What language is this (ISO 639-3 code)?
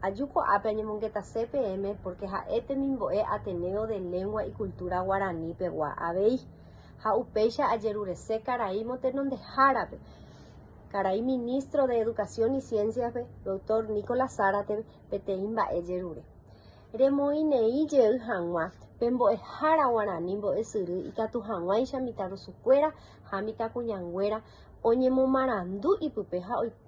grn